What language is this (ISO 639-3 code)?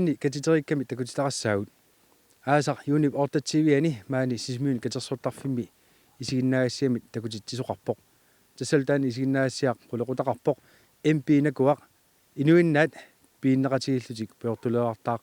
kal